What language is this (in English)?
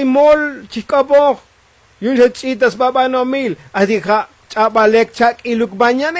Tzotzil